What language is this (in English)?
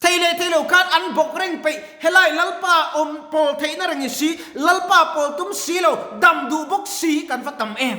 Mizo